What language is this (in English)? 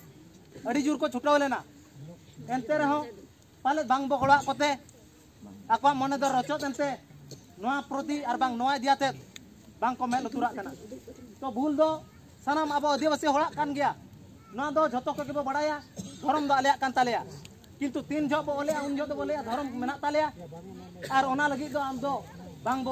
Santali